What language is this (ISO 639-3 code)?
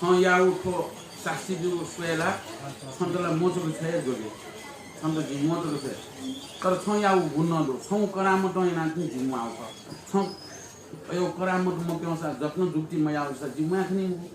new